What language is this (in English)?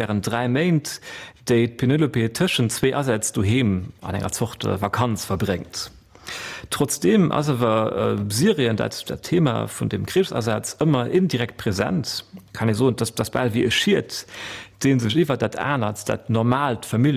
Luxembourgish